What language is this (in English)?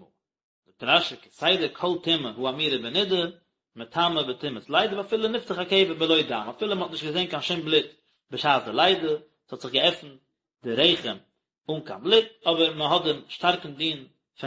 Yiddish